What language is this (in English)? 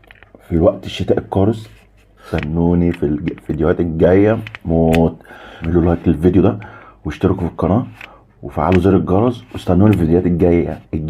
Egyptian Arabic